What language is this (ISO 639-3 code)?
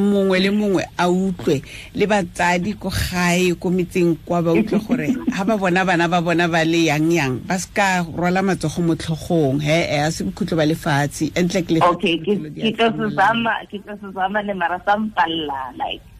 tsn